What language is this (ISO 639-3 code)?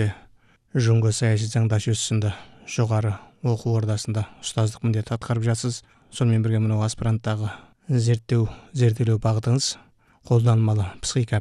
kaz